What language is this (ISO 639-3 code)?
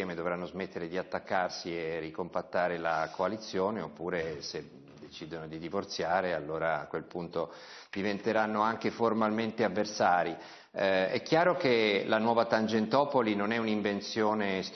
ita